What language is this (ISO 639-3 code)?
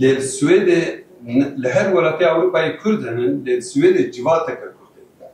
kur